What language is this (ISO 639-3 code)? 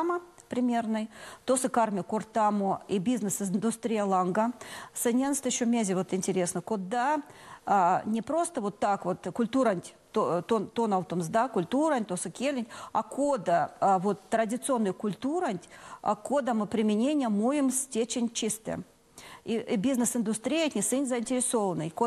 myv